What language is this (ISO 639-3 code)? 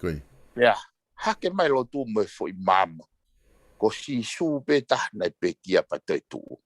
ton